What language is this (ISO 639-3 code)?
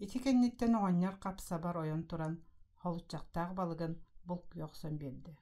sah